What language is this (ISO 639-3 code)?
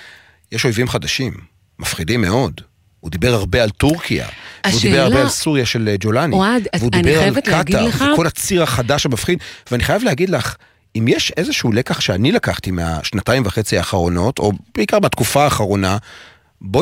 heb